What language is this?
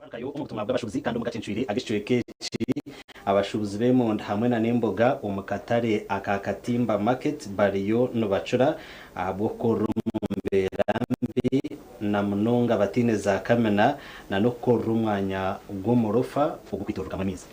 Nyankole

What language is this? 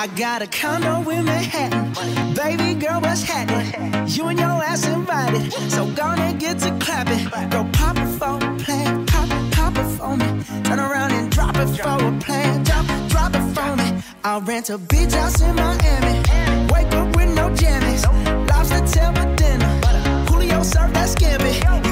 English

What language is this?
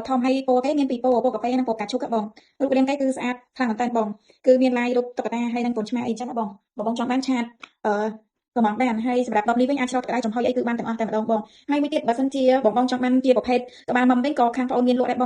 Khmer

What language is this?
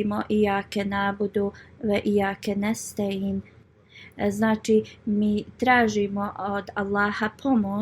Bosnian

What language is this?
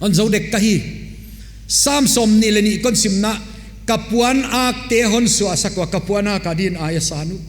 Paite Chin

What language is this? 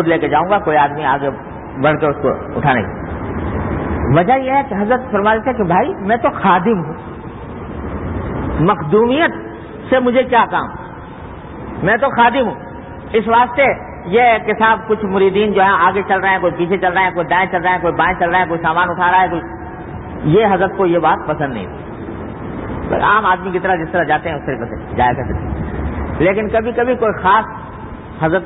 Urdu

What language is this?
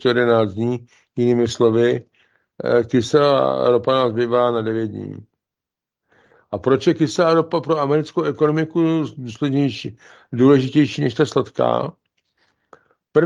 Czech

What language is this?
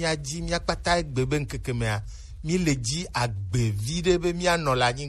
Gen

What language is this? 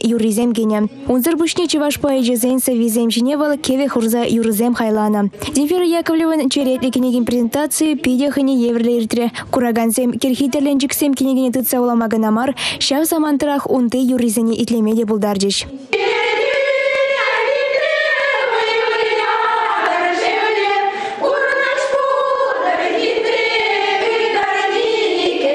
Chuvash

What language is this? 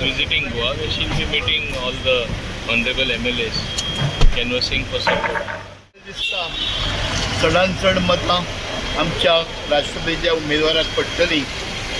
Konkani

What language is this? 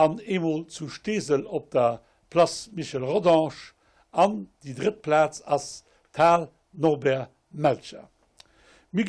Luxembourgish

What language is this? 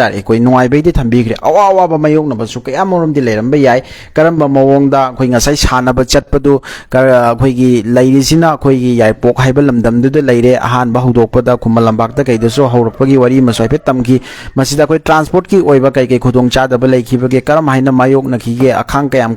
Manipuri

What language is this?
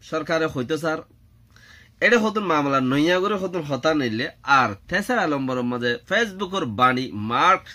Rohingya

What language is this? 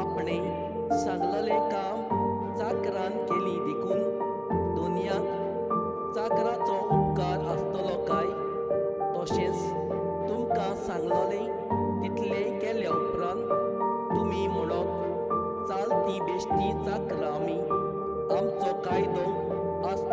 Konkani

